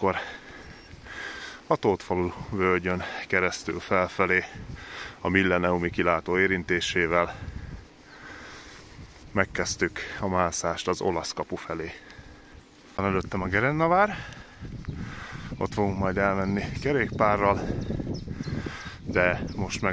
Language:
Hungarian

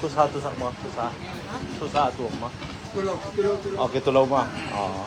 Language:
Tedim Chin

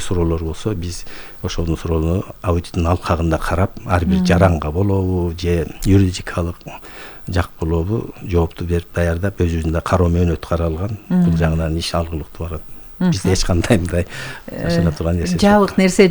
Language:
Kyrgyz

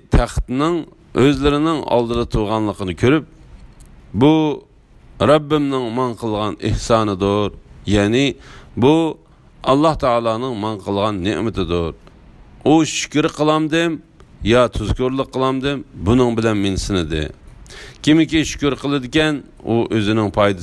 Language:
Uyghur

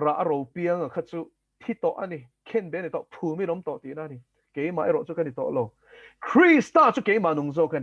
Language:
Mizo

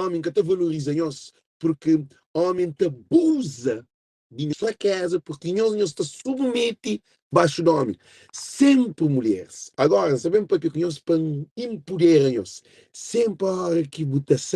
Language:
Kabuverdianu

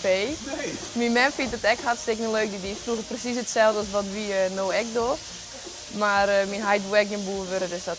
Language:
Western Frisian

